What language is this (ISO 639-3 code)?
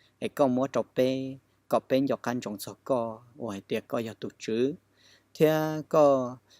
hmn